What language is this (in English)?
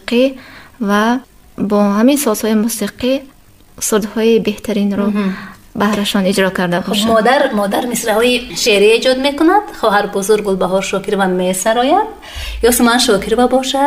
Tajik